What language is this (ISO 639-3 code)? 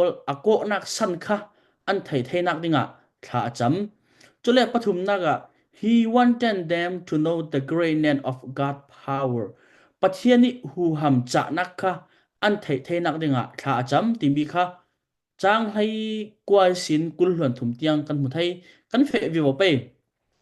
cfm